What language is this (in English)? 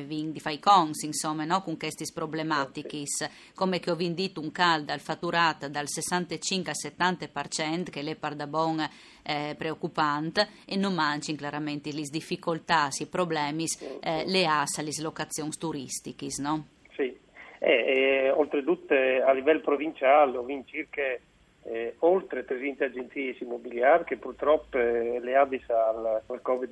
Friulian